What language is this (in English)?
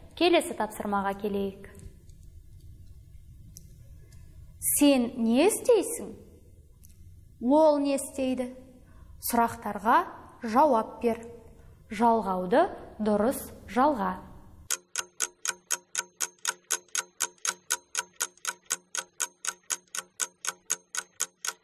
Kazakh